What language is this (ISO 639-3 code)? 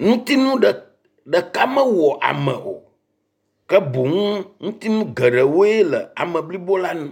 ewe